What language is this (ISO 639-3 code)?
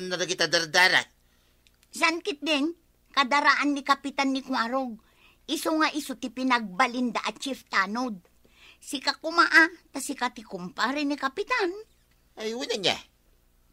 ilo